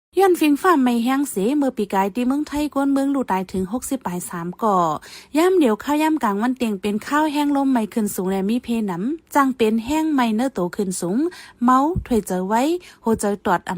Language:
Shan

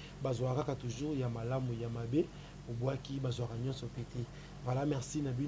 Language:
Lingala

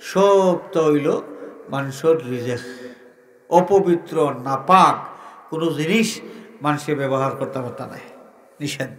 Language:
Sylheti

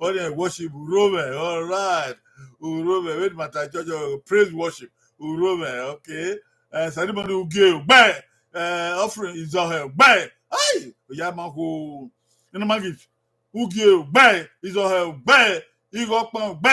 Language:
Bini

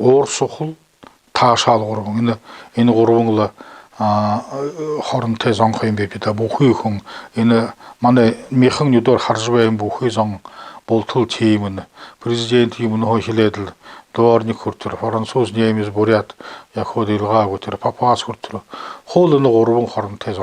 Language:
Buriat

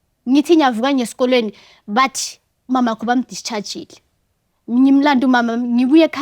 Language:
Zulu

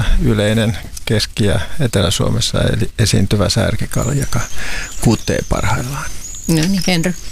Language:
Finnish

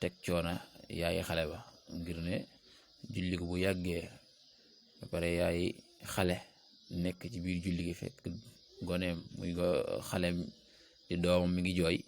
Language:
Wolof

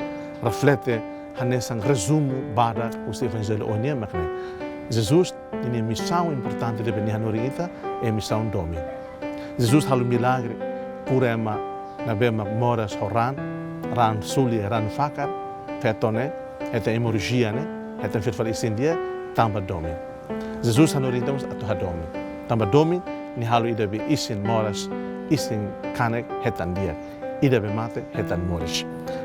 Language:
Tetum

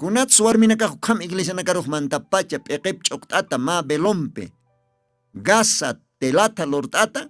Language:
Aymara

